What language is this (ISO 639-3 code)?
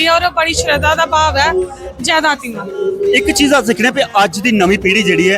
doi